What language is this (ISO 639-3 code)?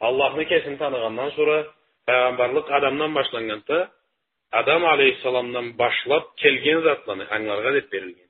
krc